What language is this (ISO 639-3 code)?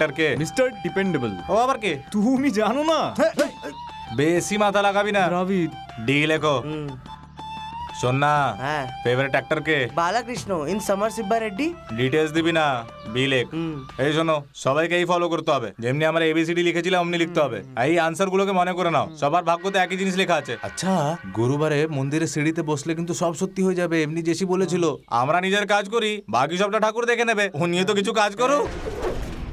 ben